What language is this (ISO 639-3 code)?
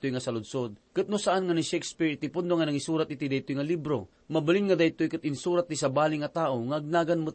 ilo